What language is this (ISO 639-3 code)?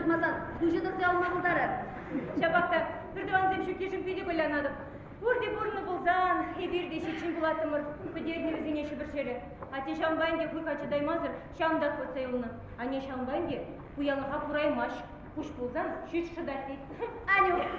chv